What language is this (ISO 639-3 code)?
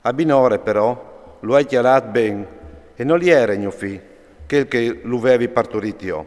fur